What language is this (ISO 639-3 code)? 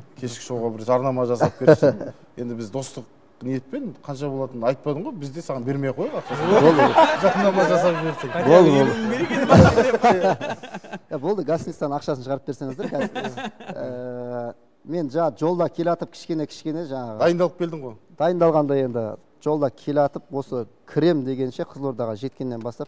kaz